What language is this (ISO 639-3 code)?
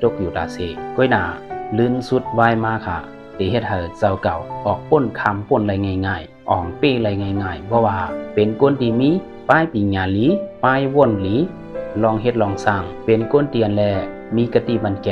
shn